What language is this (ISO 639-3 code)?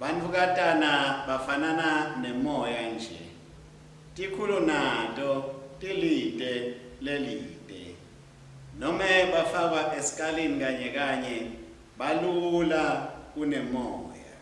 ssw